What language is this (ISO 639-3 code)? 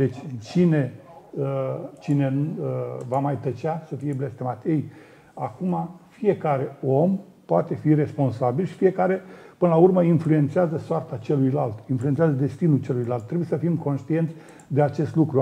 ron